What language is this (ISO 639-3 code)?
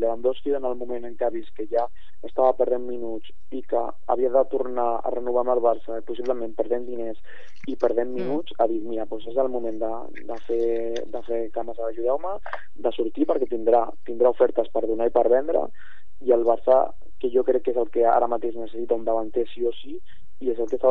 cat